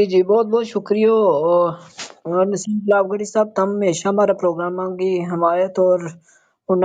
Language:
Gujari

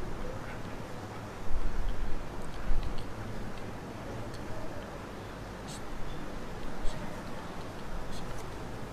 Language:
Malay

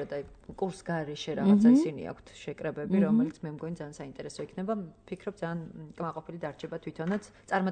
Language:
Georgian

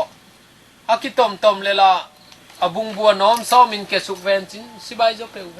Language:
Tedim Chin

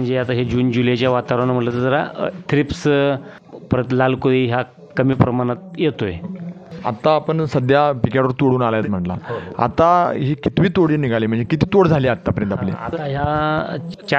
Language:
Marathi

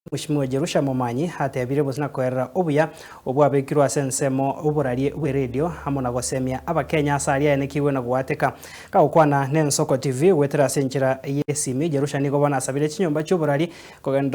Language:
Gusii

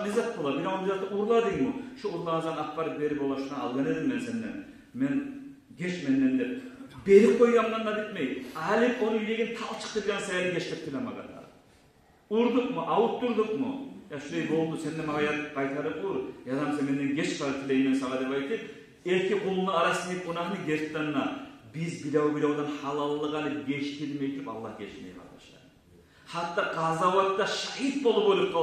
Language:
Kumyk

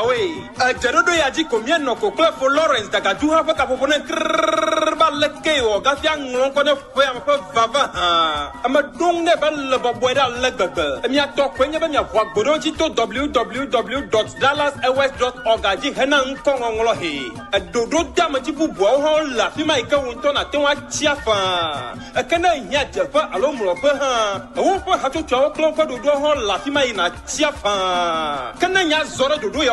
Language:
Ewe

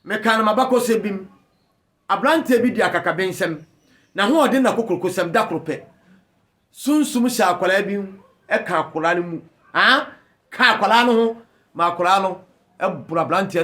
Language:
Akan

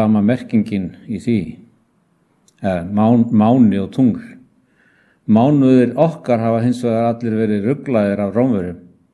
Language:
Icelandic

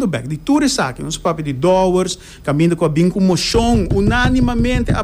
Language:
Papiamento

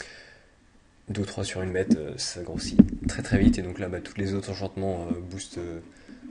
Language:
French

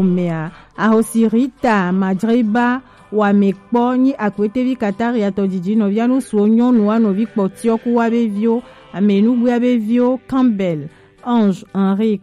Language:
Gen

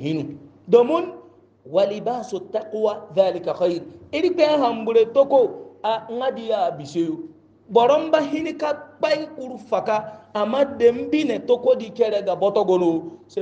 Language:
Hausa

